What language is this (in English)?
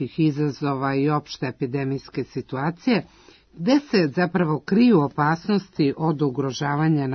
Serbian